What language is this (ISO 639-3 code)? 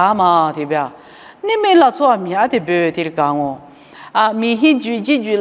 lis